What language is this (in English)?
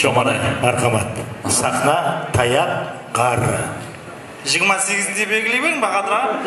Kara-Kalpak